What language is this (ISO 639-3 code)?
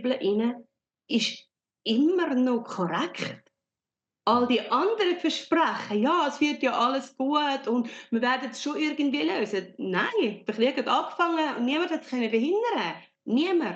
gsw